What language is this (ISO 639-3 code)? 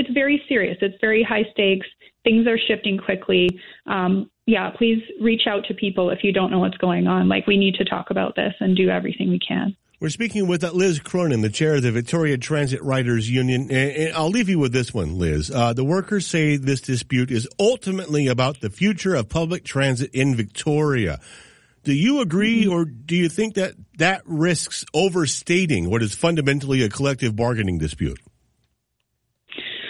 eng